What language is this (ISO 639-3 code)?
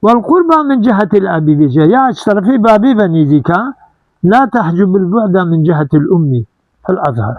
kur